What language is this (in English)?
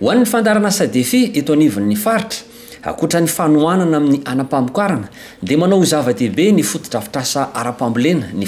Malagasy